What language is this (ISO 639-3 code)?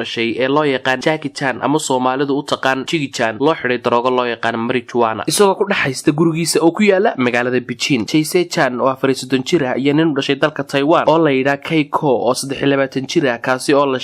som